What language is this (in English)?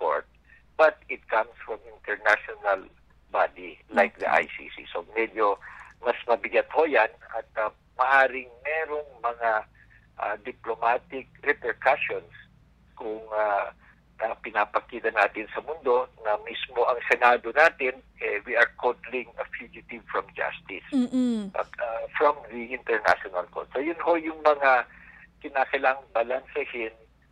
Filipino